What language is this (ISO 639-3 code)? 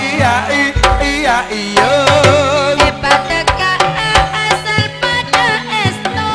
mad